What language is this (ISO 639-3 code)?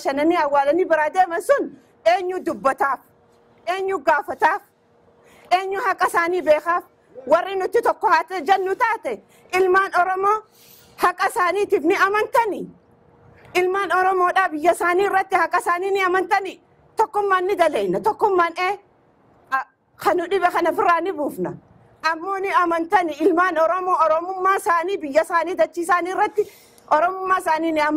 orm